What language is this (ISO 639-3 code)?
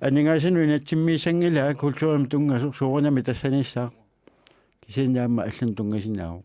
kal